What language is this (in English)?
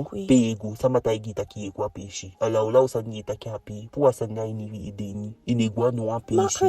Eastern Maroon Creole